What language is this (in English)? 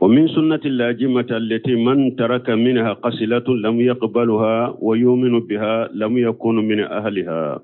Bambara